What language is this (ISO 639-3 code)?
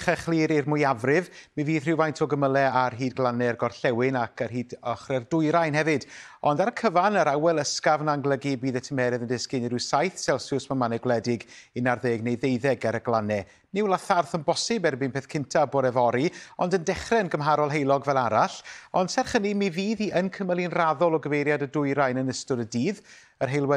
cym